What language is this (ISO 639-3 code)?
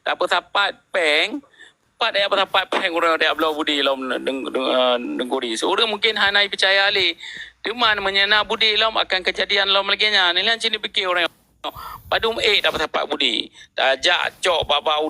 ace